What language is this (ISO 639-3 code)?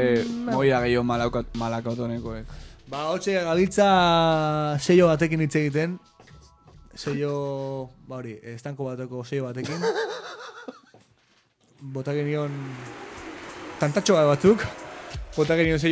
eus